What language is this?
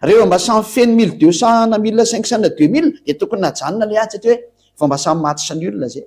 Malagasy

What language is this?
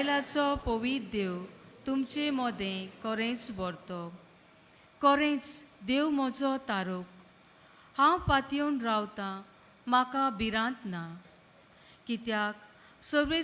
Konkani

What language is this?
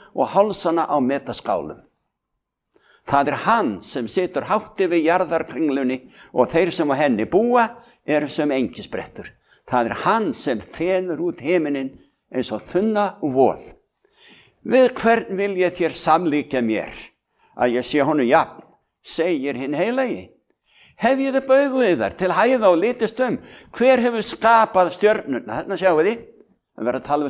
Icelandic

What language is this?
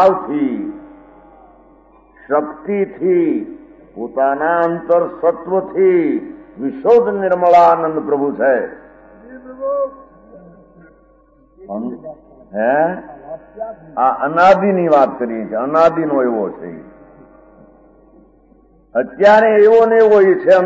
Gujarati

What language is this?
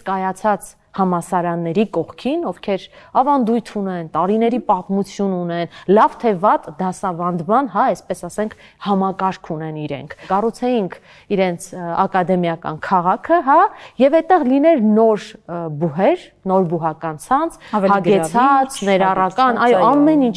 Armenian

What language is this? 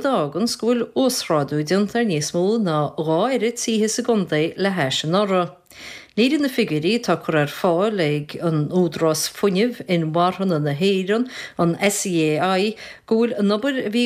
Irish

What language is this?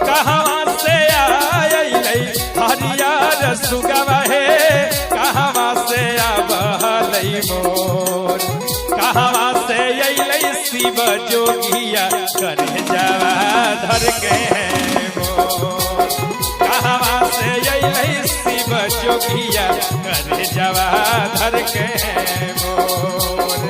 Magahi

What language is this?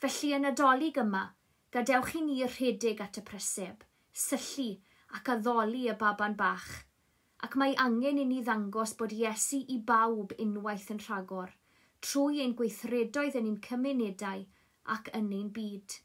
Welsh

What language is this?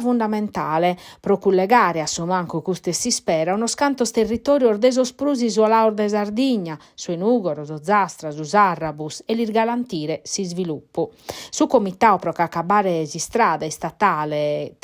Sardinian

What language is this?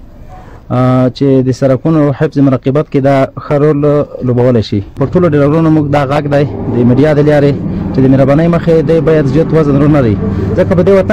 Pashto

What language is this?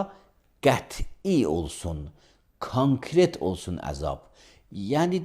Azerbaijani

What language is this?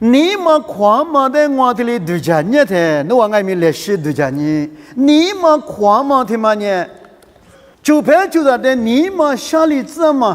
Lisu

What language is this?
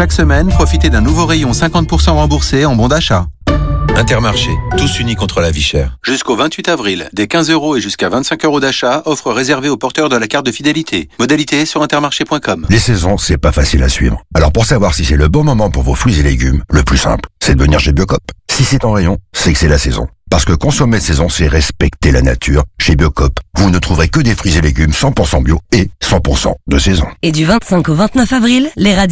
French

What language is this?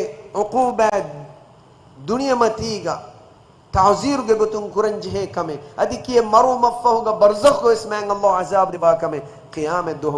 Divehi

